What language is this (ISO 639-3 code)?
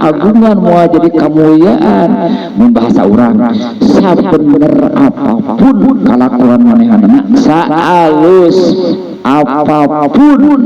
sun